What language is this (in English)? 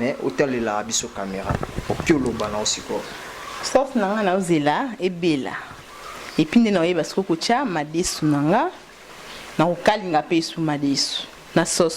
Lingala